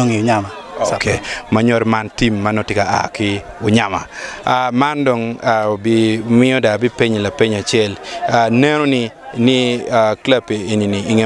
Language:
Acoli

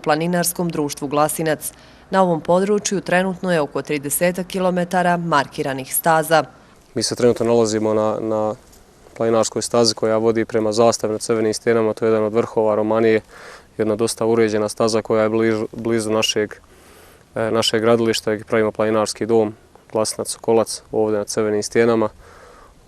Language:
Bosnian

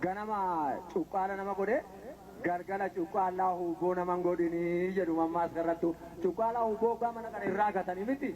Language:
Oromo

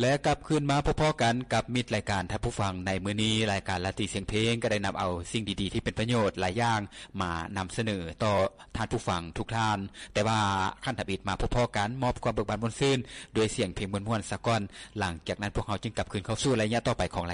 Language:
Lao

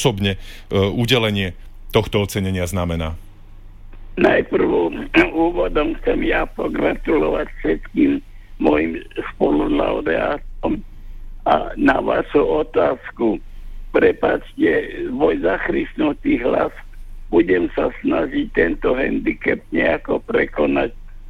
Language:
Slovak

